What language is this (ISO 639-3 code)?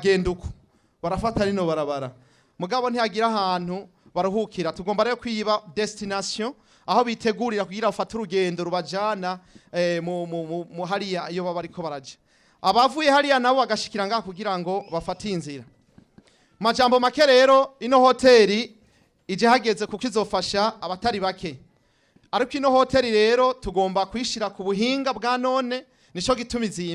run